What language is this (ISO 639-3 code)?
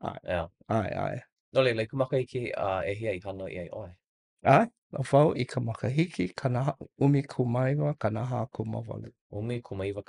haw